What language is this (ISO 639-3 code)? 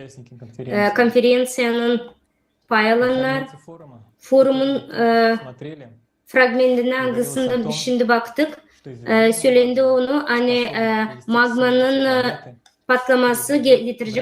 gag